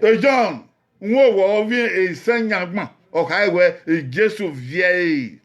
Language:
Bini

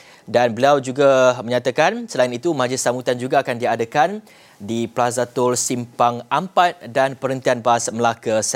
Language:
Malay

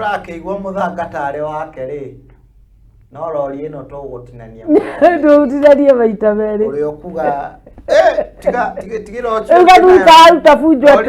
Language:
Kikuyu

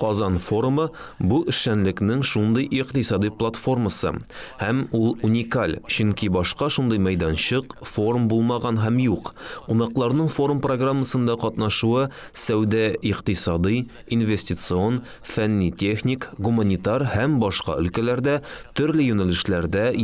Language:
Tatar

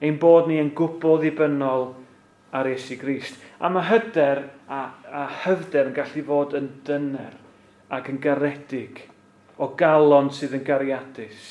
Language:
Welsh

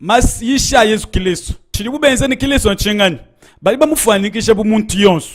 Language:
Luba-Lulua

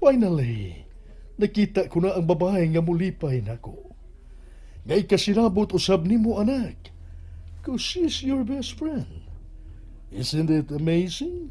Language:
Cebuano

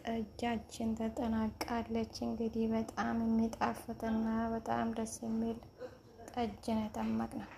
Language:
Amharic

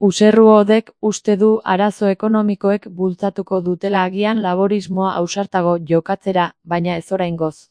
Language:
Basque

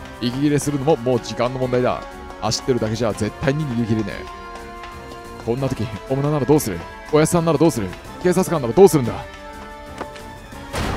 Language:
Japanese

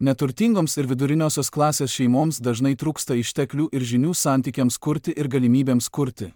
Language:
Lithuanian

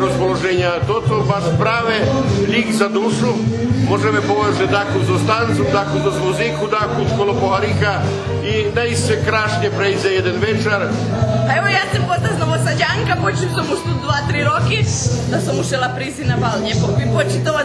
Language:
Rusyn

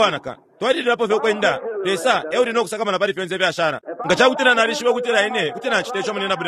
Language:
Bemba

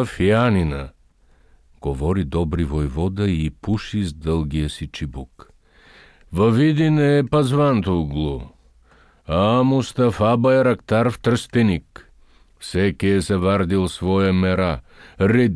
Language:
Bulgarian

